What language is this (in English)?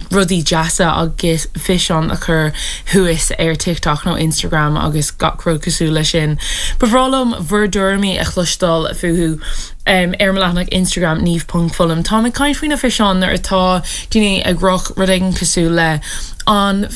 Irish